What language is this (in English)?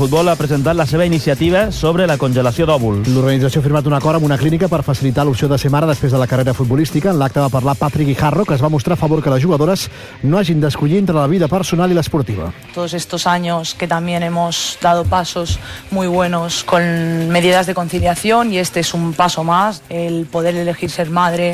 Catalan